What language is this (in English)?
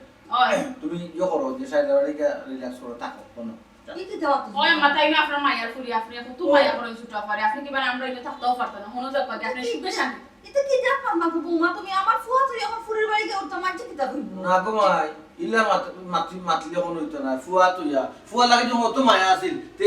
Sylheti